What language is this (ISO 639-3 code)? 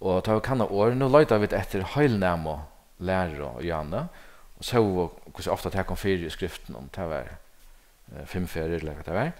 fao